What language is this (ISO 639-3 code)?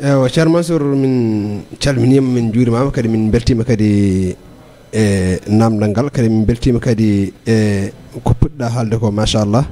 ful